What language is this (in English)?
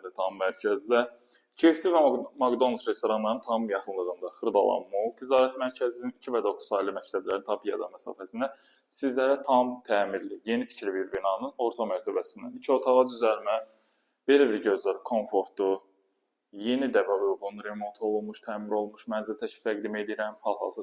Azerbaijani